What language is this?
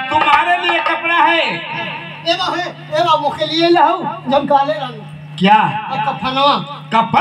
Bhojpuri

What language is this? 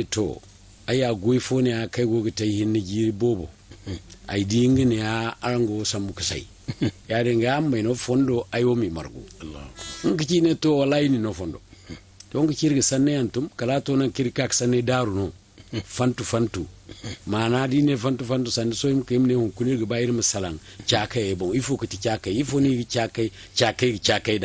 Zarma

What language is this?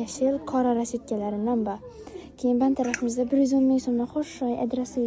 Uzbek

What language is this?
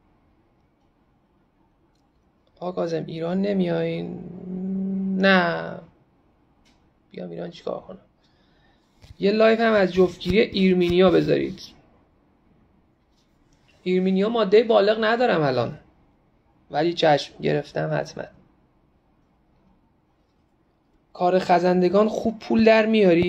Persian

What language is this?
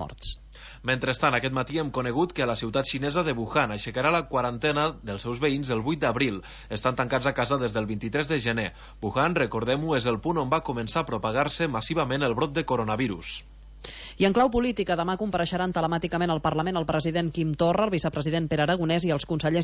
Catalan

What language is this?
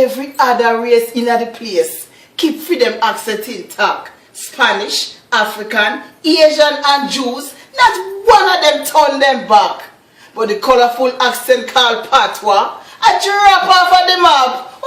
Jamaican Creole English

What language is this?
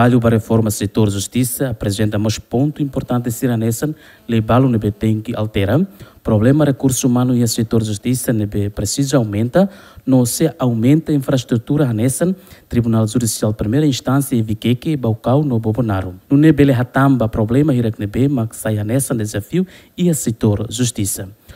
Tetum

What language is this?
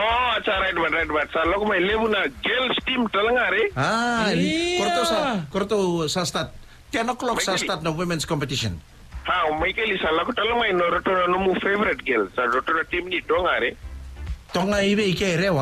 Fijian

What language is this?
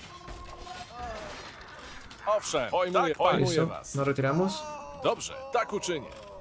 Spanish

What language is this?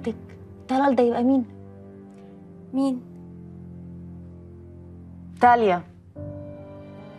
Egyptian Arabic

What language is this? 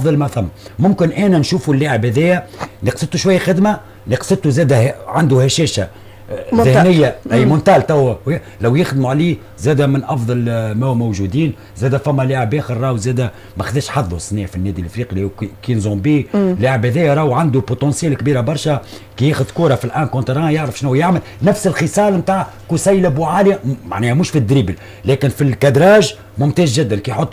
Tunisian Arabic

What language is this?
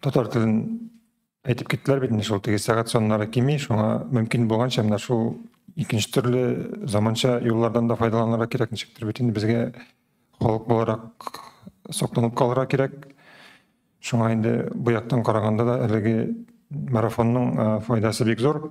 Tatar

